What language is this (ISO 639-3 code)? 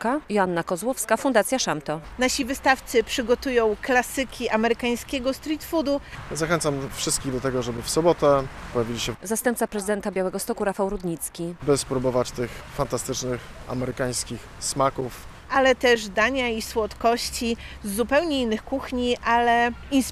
pol